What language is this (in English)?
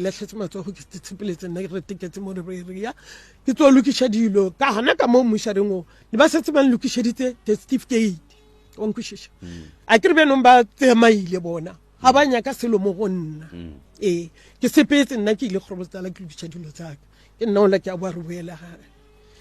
Northern Sotho